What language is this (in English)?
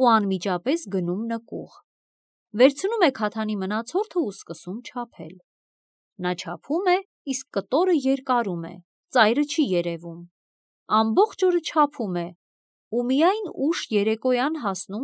Armenian